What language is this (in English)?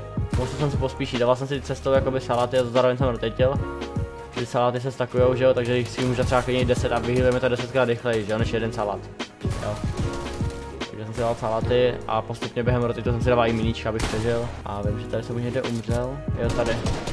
Czech